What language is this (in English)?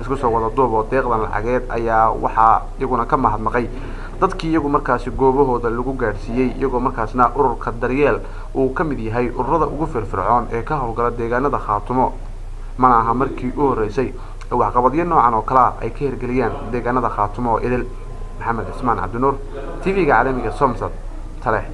Somali